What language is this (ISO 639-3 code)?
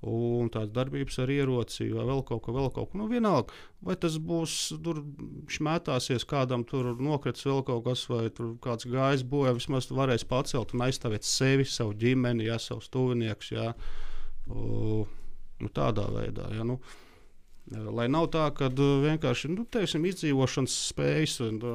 lav